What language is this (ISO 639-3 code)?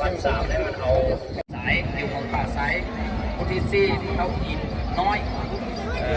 lao